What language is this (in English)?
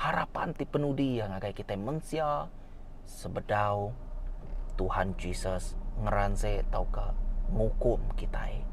Iban